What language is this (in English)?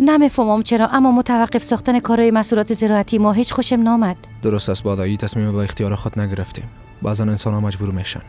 Persian